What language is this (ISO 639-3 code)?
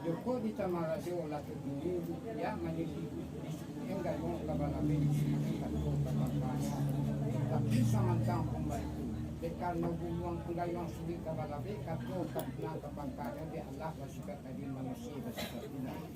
min